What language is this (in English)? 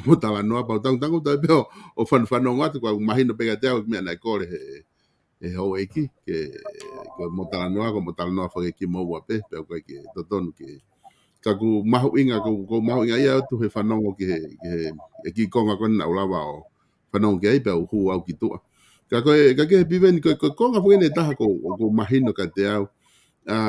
Tongan